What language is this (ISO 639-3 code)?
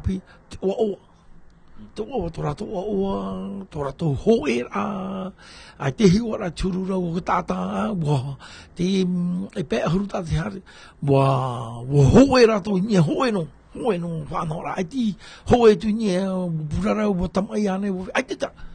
tah